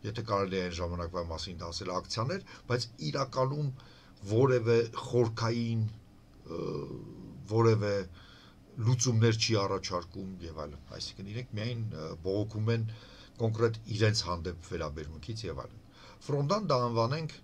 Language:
Armenian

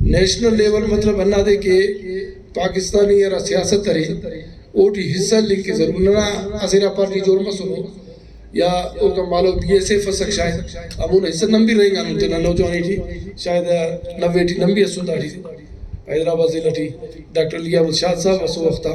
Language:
Brahui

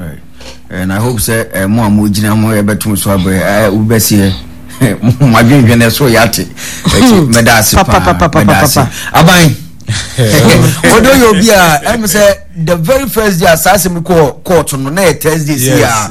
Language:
Akan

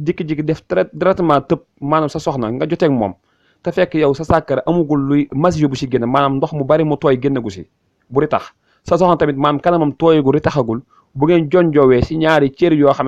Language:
Wolof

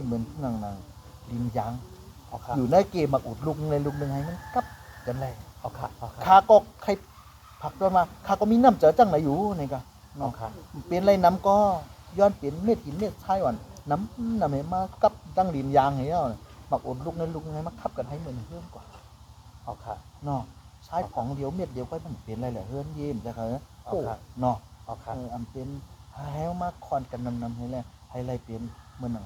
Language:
Shan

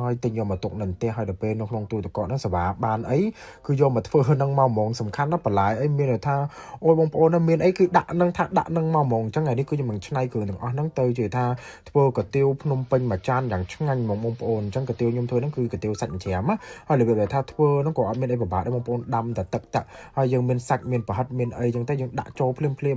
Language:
Khmer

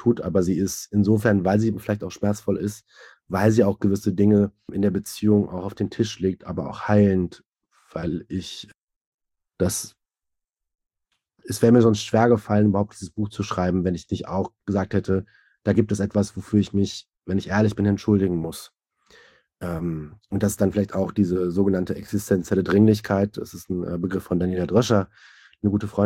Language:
German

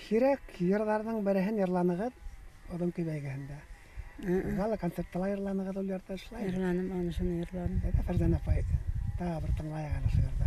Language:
Bashkir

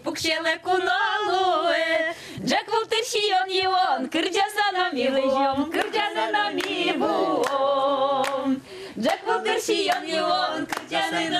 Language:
Udmurt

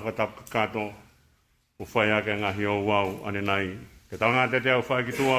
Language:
Tongan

